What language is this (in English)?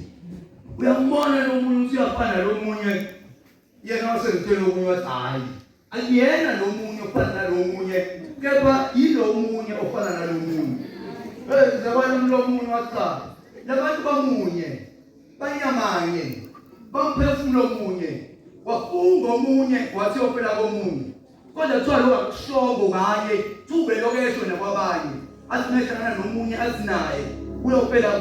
Zulu